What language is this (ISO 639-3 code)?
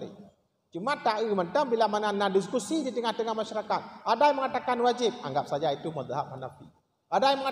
ace